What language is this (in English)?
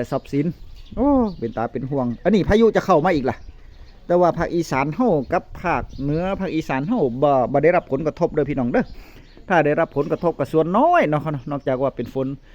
Northeastern Thai